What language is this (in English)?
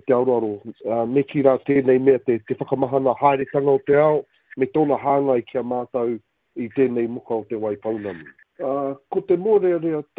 Māori